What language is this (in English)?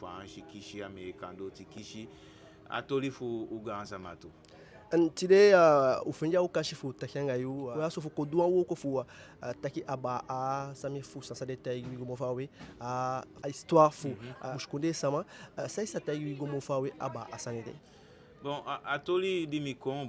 Eastern Maroon Creole